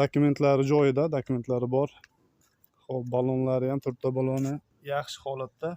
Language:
Uzbek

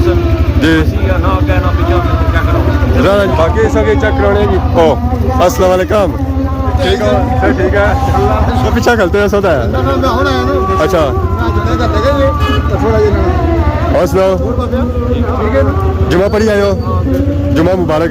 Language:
Pahari-Potwari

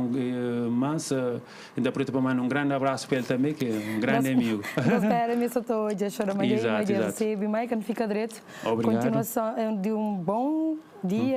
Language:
Kabuverdianu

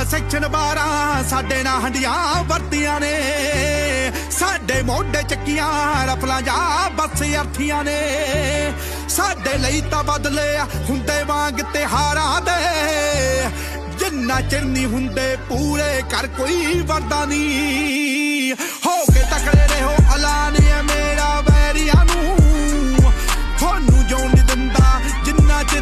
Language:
Punjabi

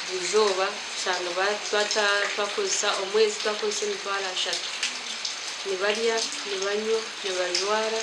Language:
Nyankole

